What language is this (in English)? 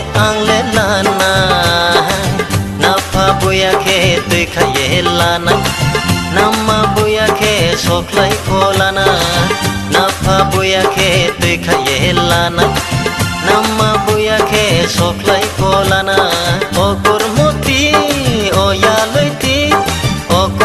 Riang (India)